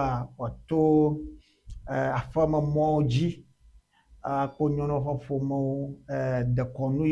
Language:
Ewe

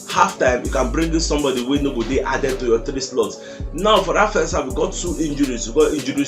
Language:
Nigerian Pidgin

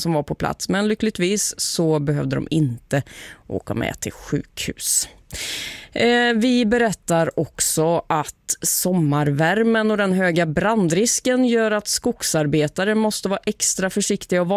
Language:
Swedish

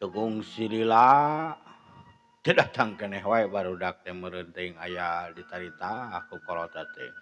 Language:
Sundanese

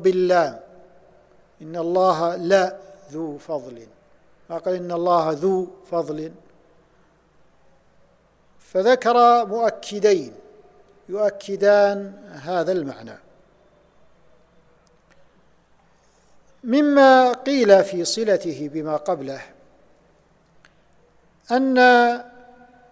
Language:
Arabic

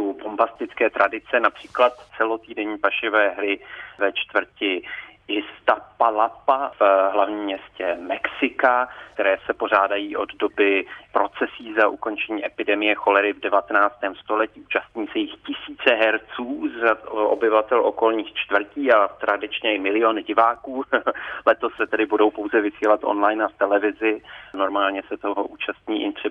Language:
Czech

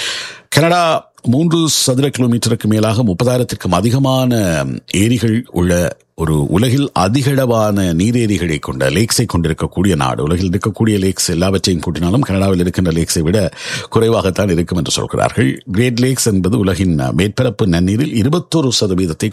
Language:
Tamil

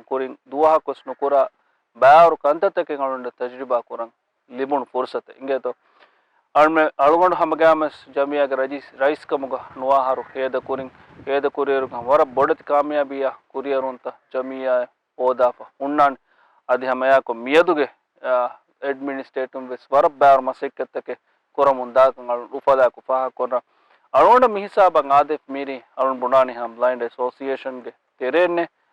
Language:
Divehi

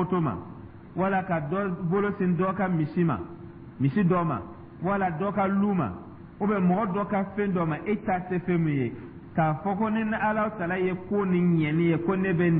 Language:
Dyula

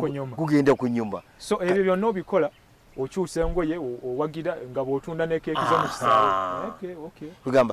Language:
Ganda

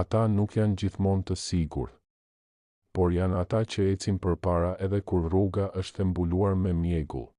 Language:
Albanian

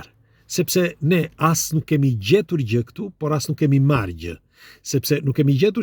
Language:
Albanian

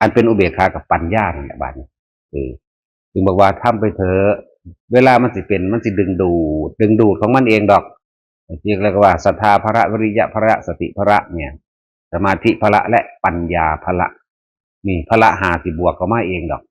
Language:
Northeastern Thai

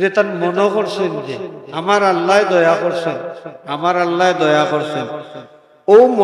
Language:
Sylheti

